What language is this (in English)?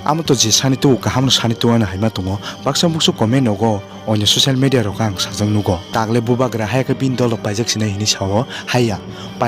Kok Borok